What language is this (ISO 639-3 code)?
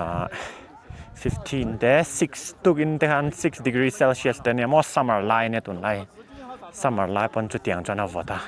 lus